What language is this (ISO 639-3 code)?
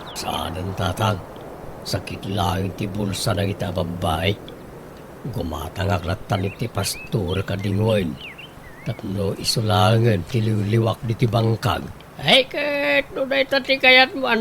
ilo